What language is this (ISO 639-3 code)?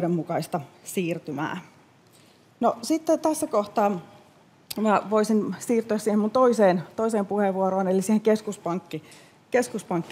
fin